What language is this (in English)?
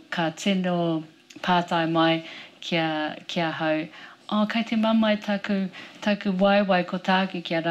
Māori